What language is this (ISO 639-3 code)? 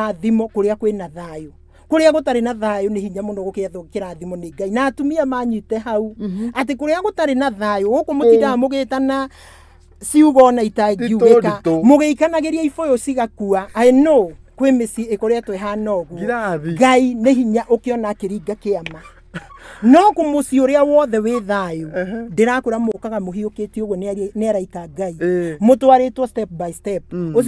kik